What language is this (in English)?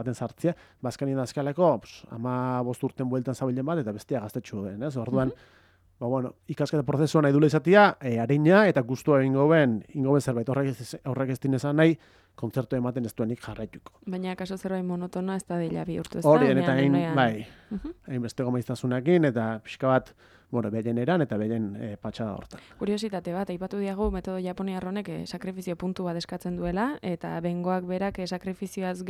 Basque